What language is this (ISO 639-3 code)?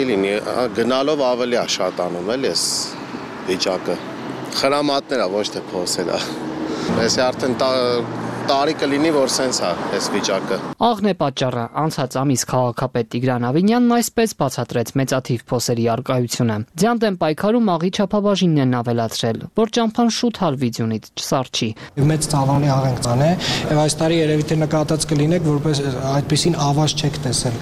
hye